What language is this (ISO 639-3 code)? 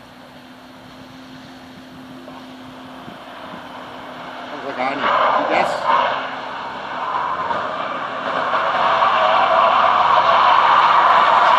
dan